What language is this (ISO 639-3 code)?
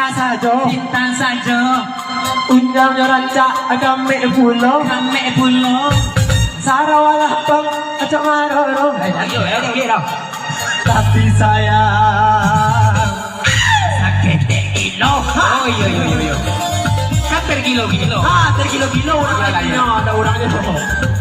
min